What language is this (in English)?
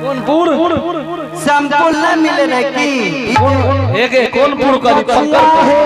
Angika